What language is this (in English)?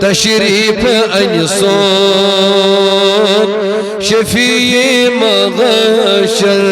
Kashmiri